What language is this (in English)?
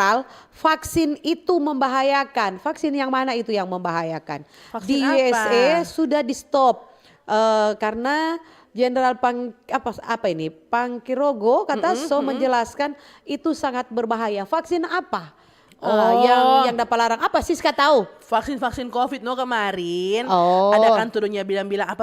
Manado Malay